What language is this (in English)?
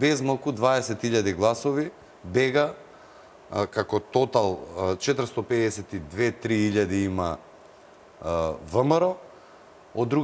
Macedonian